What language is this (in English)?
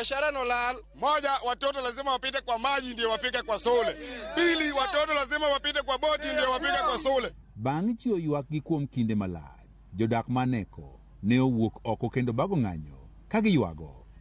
Luo (Kenya and Tanzania)